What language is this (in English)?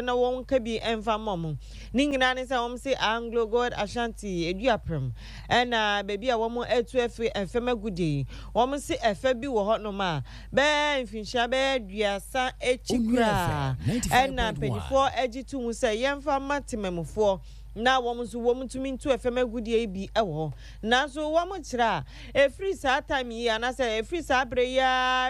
Akan